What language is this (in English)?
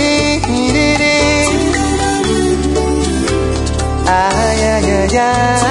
Portuguese